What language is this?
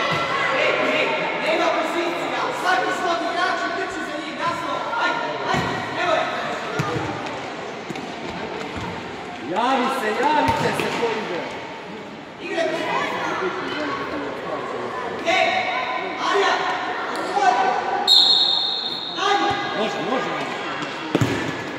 Croatian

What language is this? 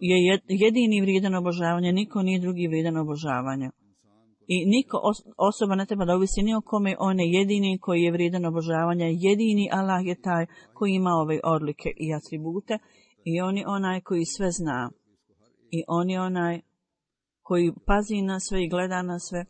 Bosnian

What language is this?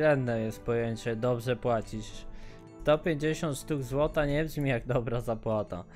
Polish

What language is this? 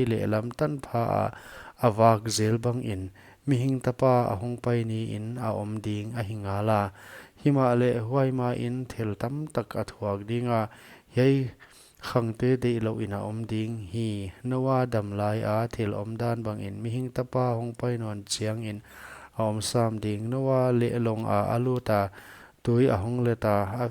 Paite Chin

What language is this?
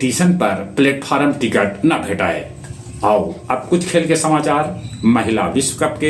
Magahi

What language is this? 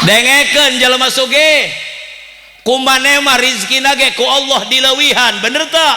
Sundanese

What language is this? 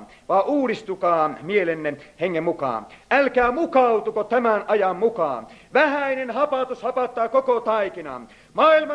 Finnish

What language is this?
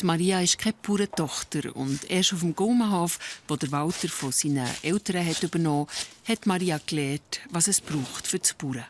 Swiss German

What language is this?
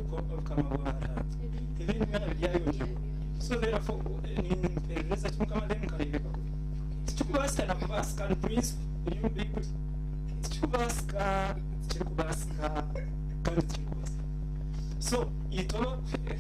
Nyankole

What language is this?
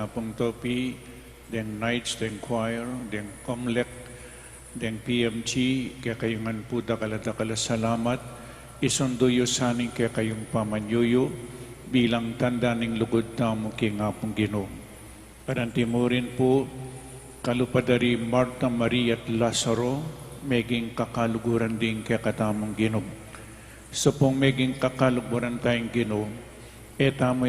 Pampanga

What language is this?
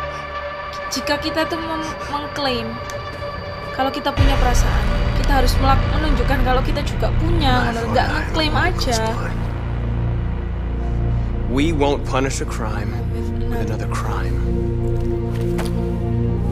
Indonesian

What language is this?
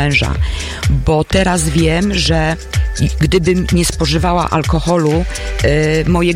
Polish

